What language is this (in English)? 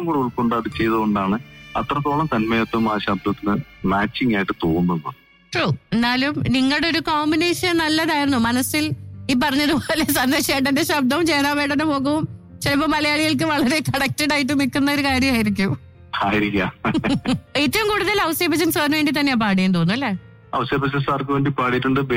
Malayalam